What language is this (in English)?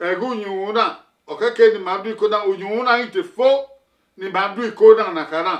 Bini